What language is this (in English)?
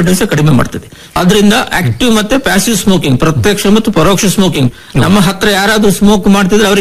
Kannada